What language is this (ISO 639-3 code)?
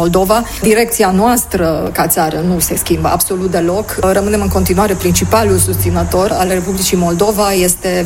ron